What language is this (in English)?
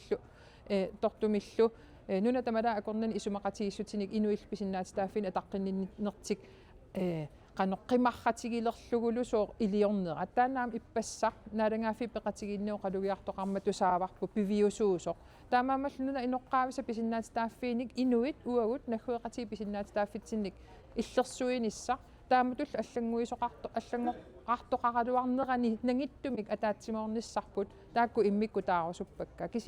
Kalaallisut